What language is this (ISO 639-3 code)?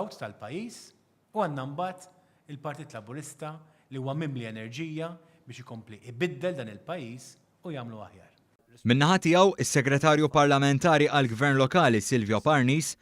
mlt